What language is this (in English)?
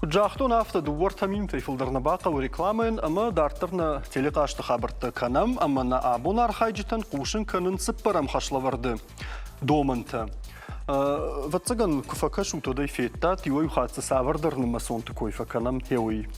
Ossetic